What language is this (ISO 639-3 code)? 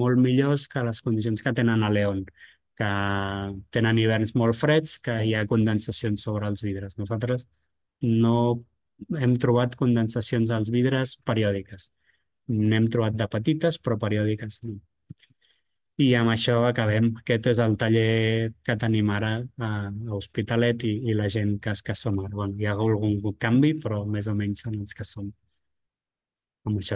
cat